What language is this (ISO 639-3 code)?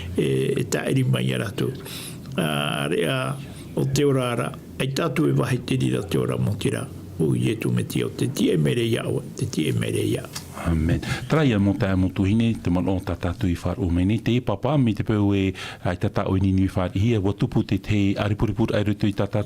tah